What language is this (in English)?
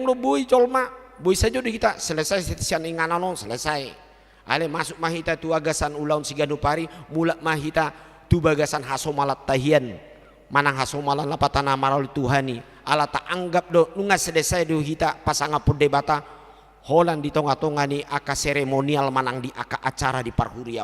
Batak Toba